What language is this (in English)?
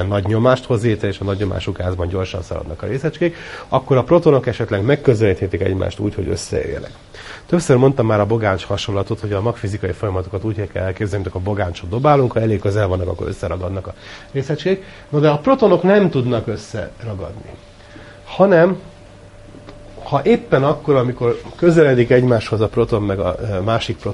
Hungarian